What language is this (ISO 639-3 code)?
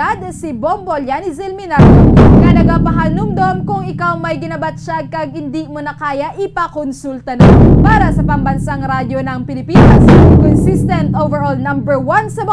hil